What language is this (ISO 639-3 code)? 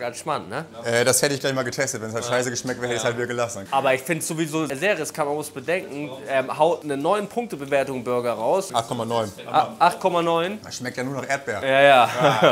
deu